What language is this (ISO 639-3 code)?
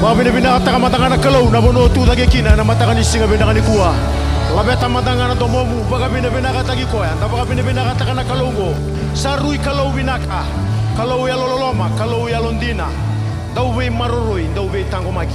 fij